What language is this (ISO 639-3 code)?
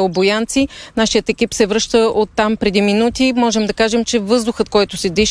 bul